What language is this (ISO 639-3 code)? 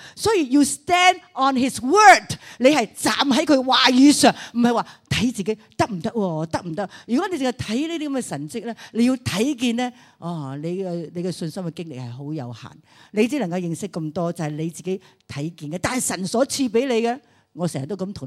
yue